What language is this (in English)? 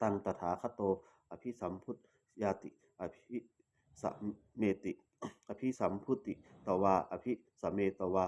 Pali